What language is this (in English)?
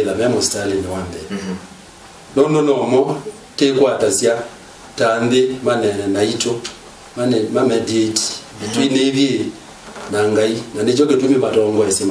Kamba